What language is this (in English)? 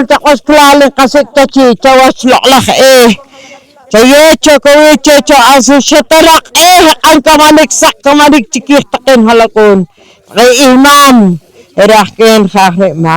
Poqomchi'